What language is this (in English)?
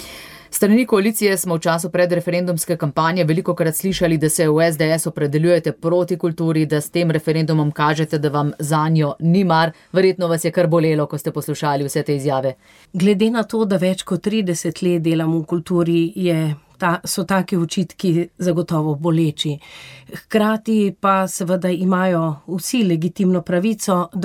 Slovenian